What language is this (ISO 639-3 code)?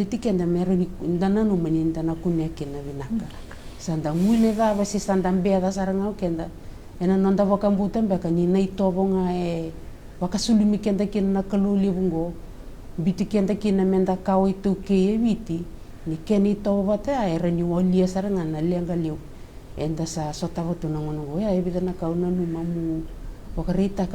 fij